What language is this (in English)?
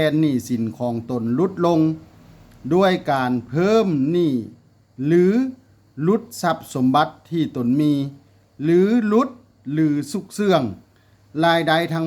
Lao